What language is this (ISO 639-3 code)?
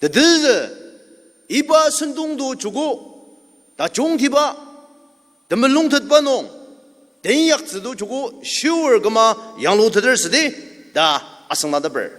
njo